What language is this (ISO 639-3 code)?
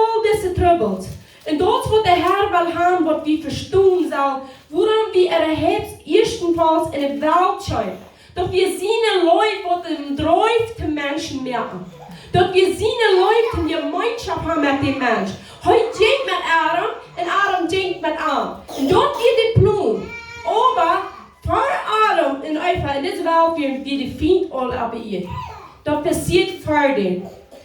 pdt